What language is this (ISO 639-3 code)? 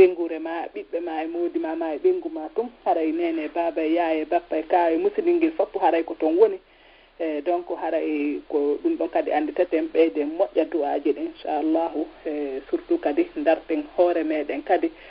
ful